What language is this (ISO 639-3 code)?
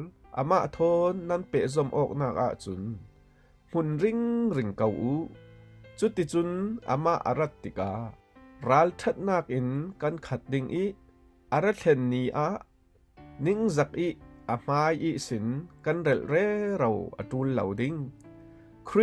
cfm